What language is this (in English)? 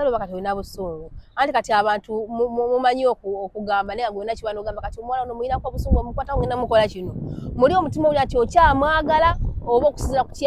Ganda